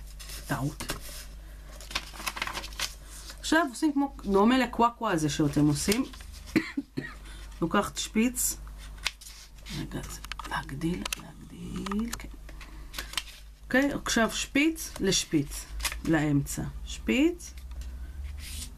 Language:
Hebrew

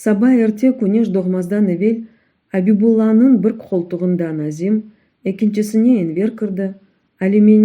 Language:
Crimean Tatar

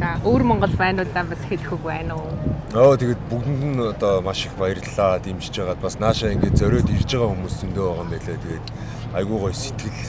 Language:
Mongolian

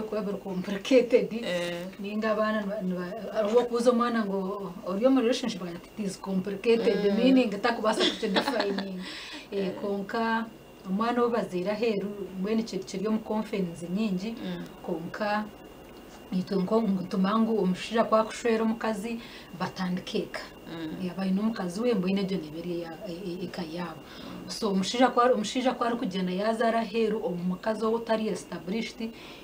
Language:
Nyankole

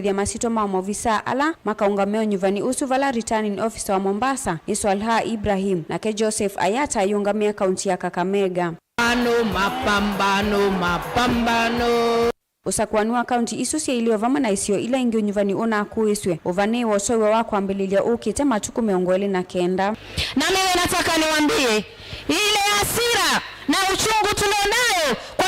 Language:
Kamba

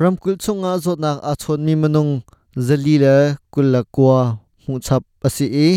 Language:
Hakha Chin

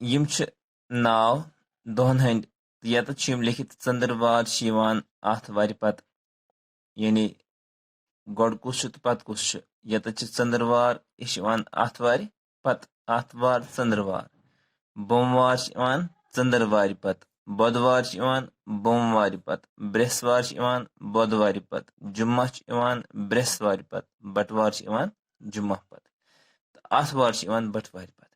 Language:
Kashmiri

